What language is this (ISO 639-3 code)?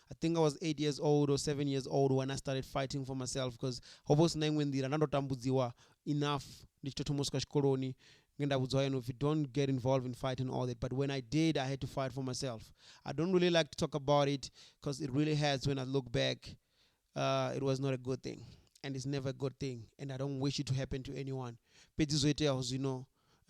ven